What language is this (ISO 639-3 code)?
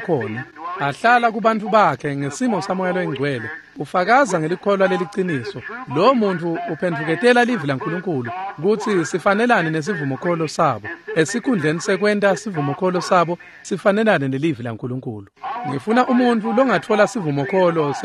ssw